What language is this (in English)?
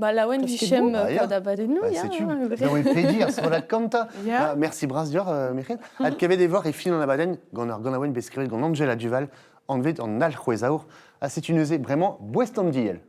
Breton